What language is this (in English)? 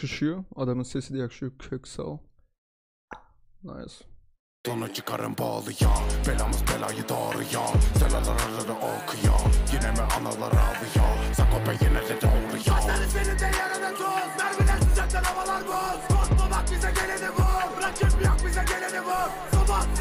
Turkish